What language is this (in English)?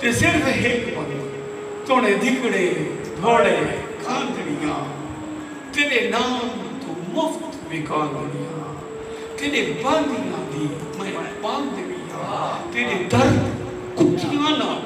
Saraiki